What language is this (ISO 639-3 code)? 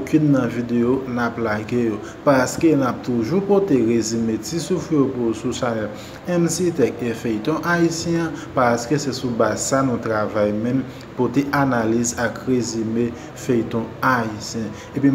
hat